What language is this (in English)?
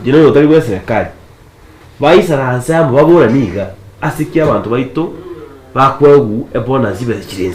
Gusii